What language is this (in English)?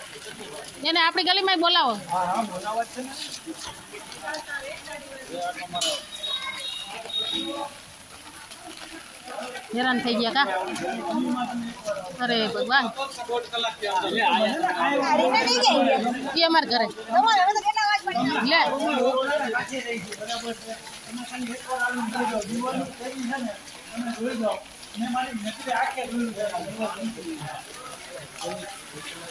Gujarati